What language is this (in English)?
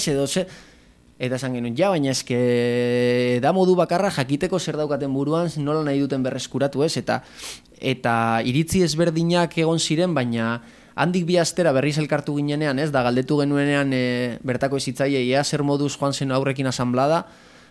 Basque